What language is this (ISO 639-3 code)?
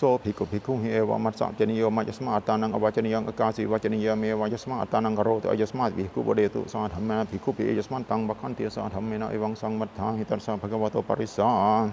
pli